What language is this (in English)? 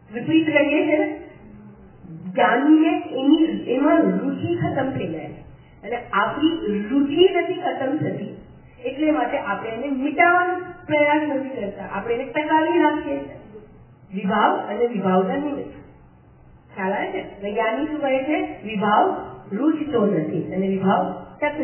Gujarati